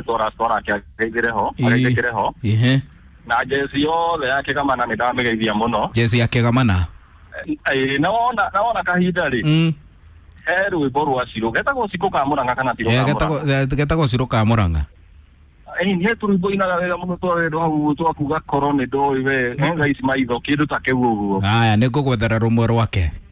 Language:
Kikuyu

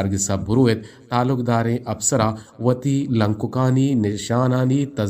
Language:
Eastern Balochi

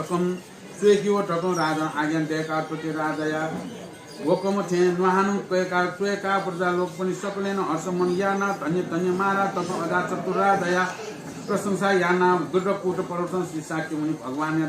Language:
Newari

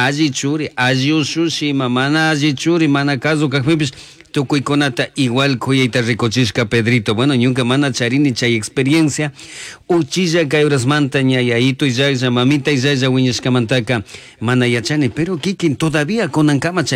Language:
Chimborazo Highland Quichua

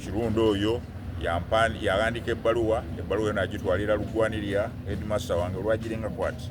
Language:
Soga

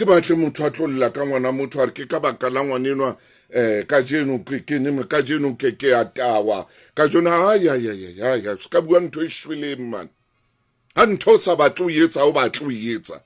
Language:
Southern Sotho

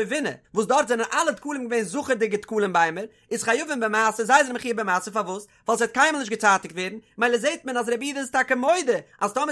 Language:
Yiddish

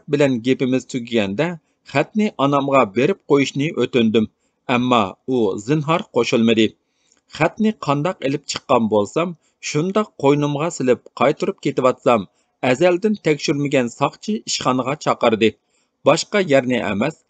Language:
Uyghur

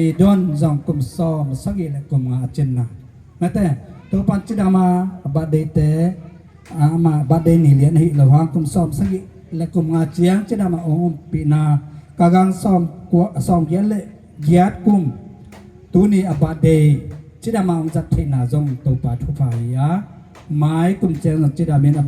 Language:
Tedim Chin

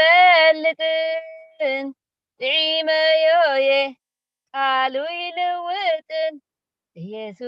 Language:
Tigrinya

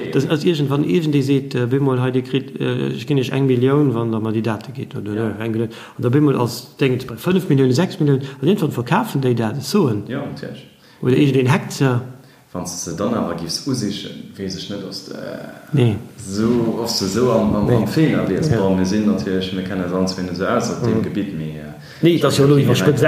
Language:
Luxembourgish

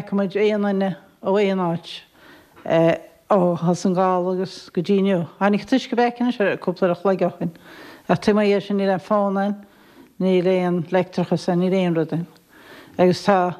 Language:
Irish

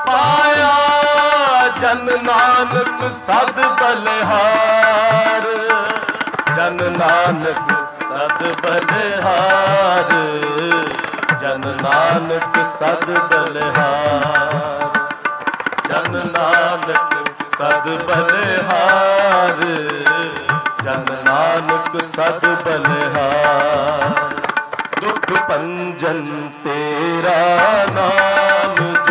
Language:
Punjabi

